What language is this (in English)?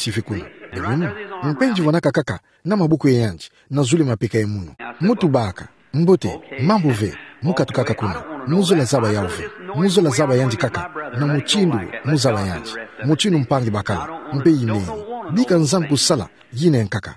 Kituba (Democratic Republic of Congo)